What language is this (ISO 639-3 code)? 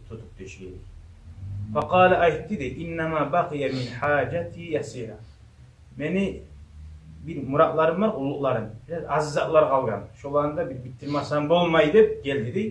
kum